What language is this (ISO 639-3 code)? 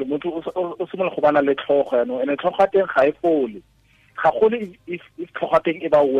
tsn